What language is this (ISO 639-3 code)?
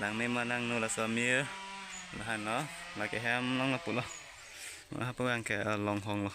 mjw